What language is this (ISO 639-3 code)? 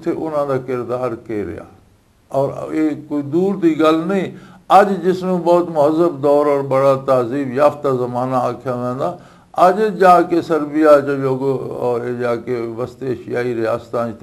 lah